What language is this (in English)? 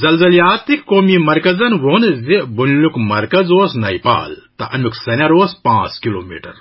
Kashmiri